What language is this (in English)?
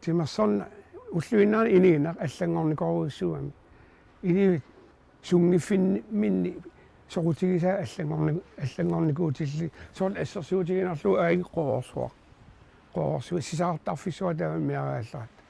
Kalaallisut